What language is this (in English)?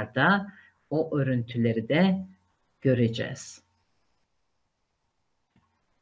Turkish